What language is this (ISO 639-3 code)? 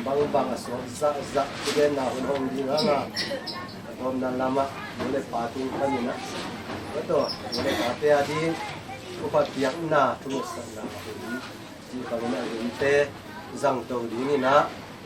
ctd